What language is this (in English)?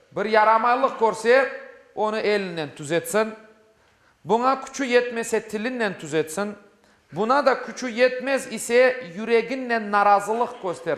Crimean Tatar